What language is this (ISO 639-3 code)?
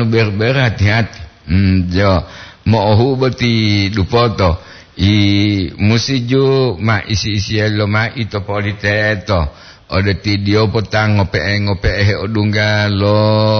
gor